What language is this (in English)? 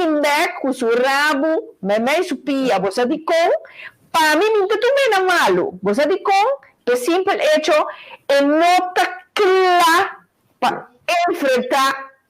Papiamento